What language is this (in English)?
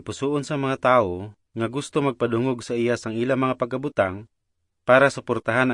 Hiligaynon